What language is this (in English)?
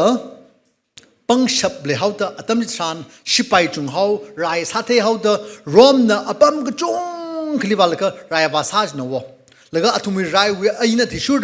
Tangkhul Naga (India)